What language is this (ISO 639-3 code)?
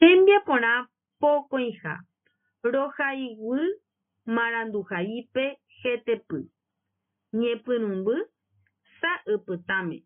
grn